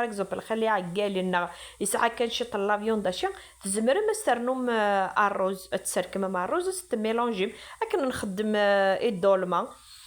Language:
Kabyle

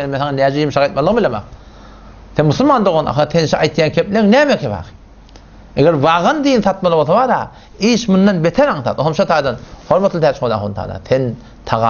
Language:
Turkmen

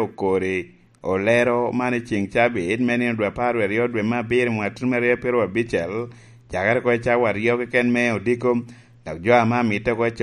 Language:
Lango (Uganda)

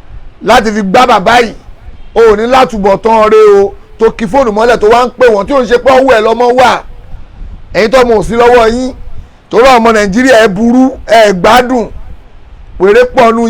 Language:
Yoruba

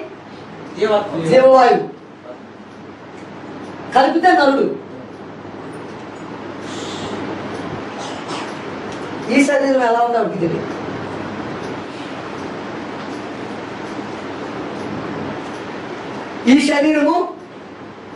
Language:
Telugu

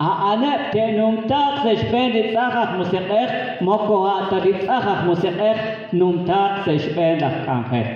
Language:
Kekchí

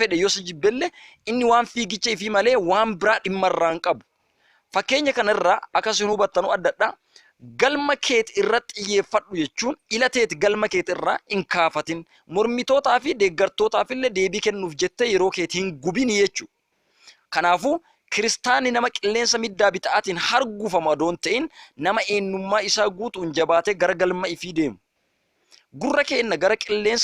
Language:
Oromo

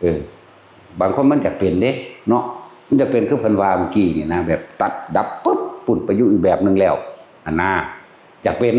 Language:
Northeastern Thai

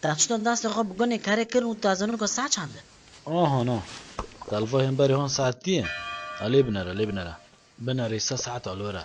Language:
Kurdish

